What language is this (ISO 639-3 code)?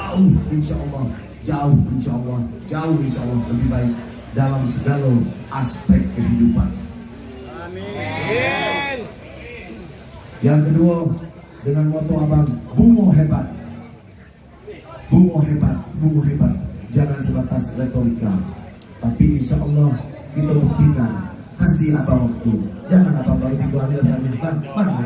ind